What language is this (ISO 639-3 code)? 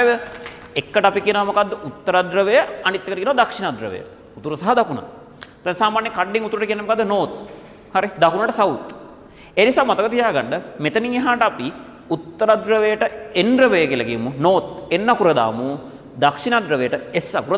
sin